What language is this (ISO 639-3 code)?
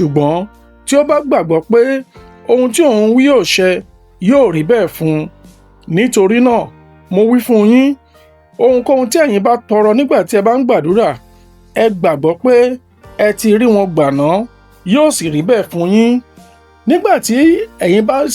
yor